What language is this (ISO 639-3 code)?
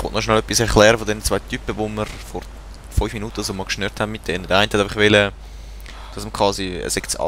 gsw